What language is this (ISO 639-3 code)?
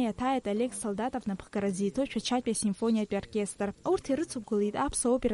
abk